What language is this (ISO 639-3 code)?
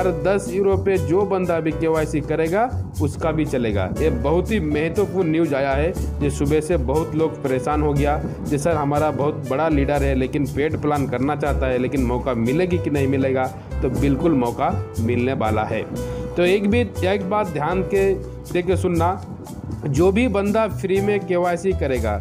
hin